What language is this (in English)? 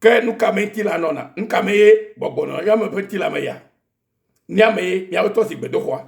Ewe